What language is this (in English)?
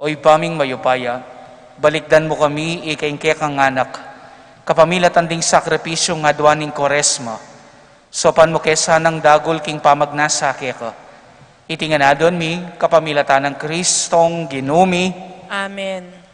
Pampanga